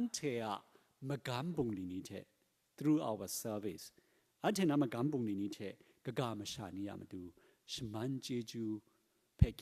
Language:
Kachin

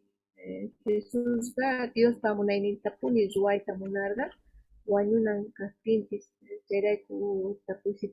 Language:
Quechua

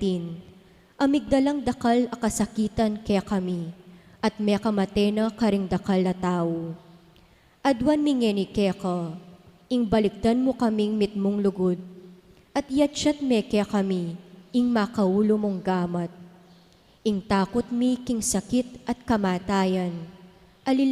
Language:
Pampanga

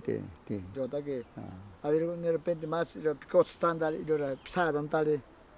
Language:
Ashéninka Perené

